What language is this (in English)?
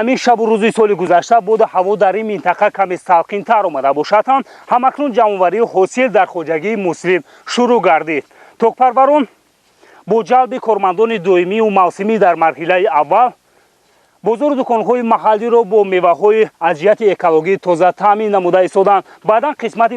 Tajik